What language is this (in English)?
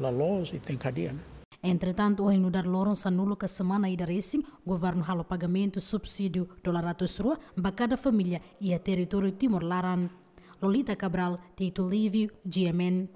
Tetum